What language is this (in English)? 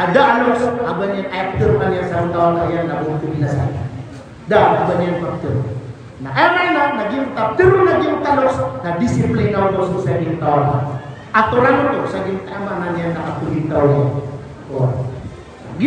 Maranao